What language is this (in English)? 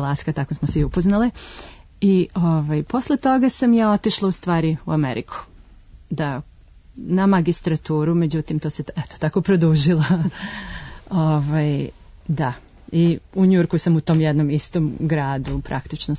Serbian